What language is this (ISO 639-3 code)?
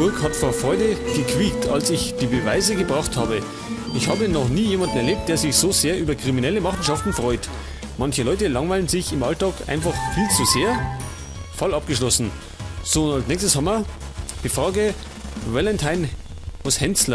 bar